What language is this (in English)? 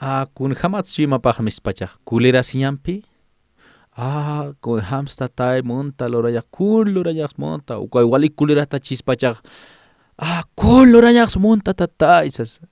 Aymara